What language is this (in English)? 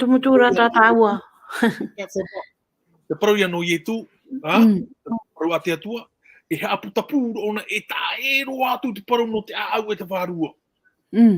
Tahitian